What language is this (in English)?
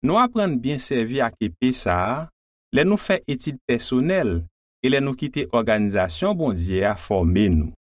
Haitian Creole